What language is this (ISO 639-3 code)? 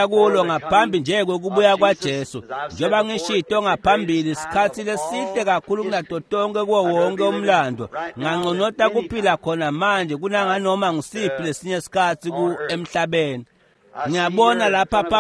ssw